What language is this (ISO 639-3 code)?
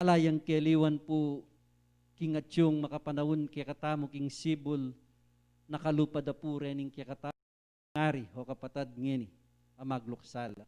pam